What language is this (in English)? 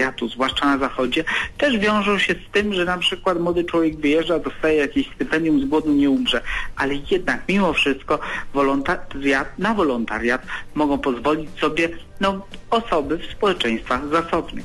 Polish